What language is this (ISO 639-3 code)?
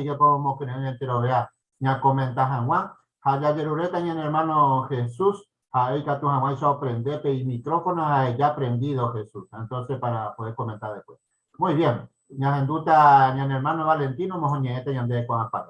grn